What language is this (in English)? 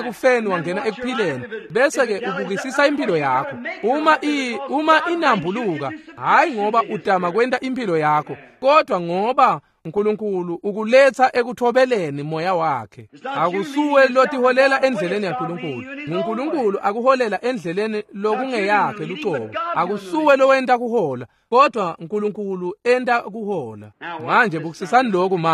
Swati